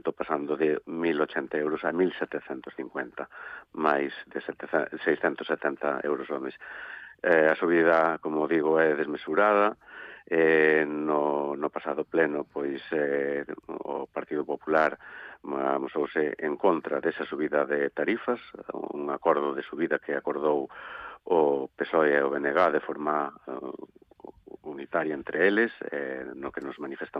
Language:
Galician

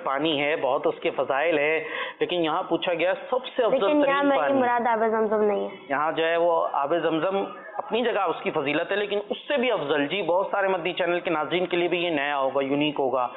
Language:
Urdu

